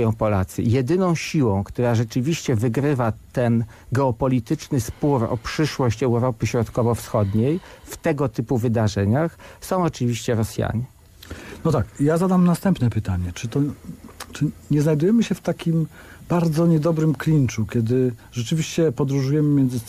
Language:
Polish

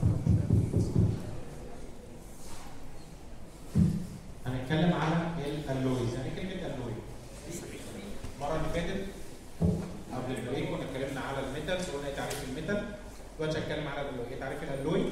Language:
Egyptian Arabic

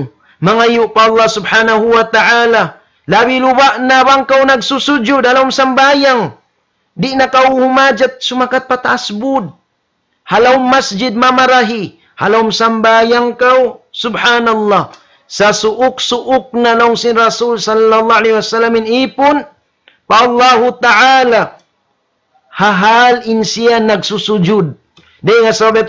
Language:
Tausug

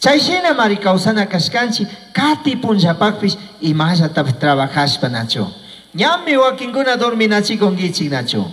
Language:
Chimborazo Highland Quichua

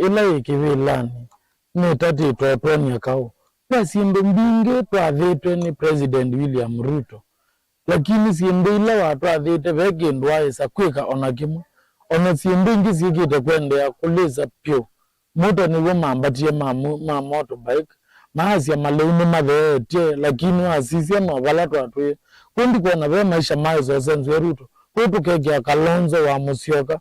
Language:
Kamba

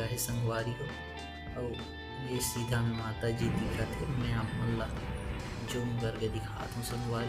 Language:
Chhattisgarhi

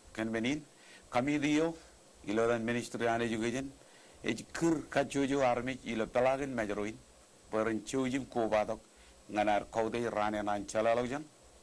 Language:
Marshallese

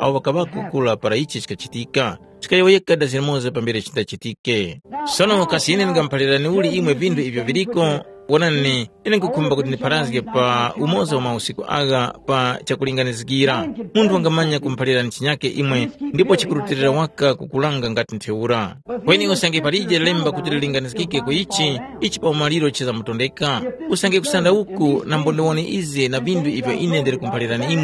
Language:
Tumbuka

